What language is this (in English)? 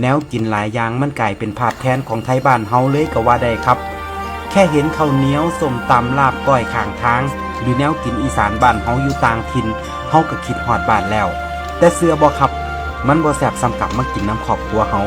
Northeastern Thai